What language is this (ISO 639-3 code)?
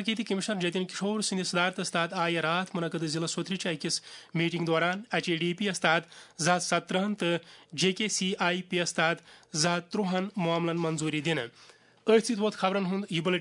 kas